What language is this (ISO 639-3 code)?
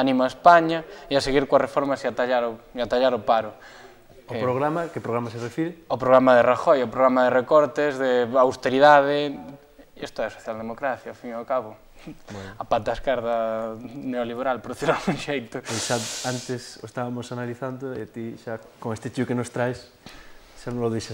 glg